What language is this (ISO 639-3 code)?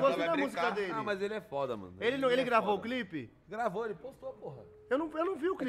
por